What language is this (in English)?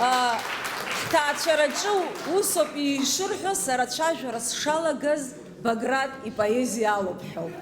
Abkhazian